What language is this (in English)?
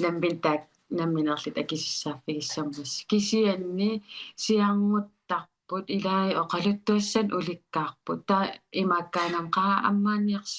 Kalaallisut